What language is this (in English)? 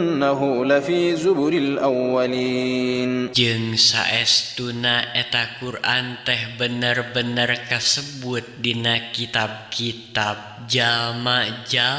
Sundanese